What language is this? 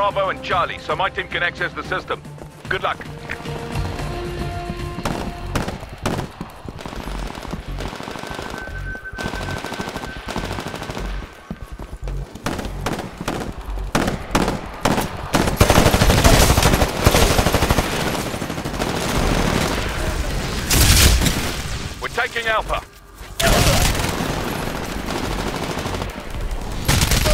English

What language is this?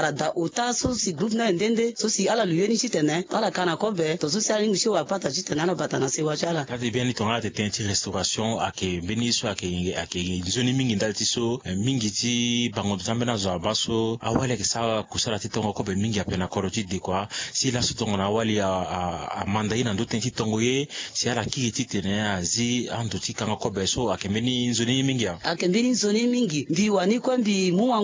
Sango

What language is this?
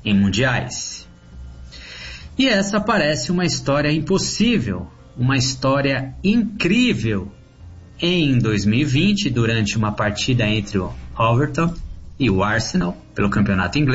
Portuguese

